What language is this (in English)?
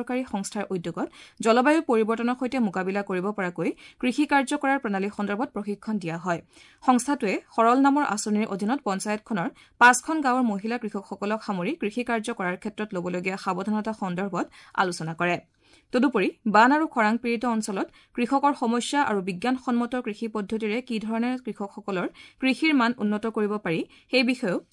Assamese